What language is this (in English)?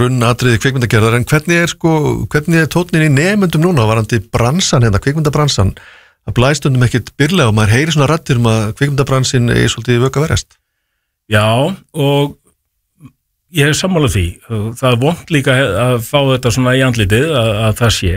Icelandic